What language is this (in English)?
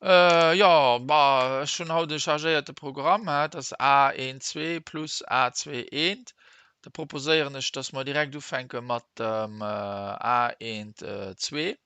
Luxembourgish